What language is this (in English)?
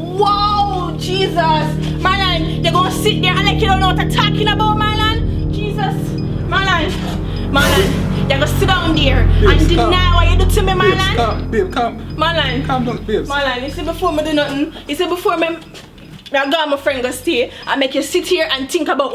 Jamaican Creole English